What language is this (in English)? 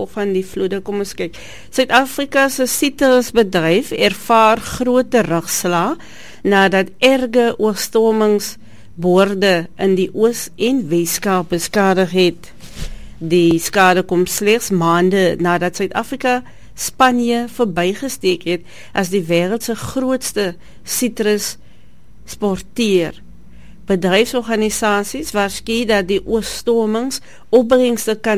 Afrikaans